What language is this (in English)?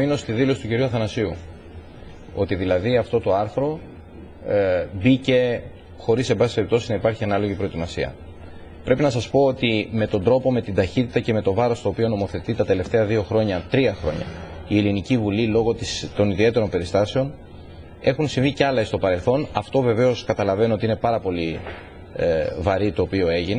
Greek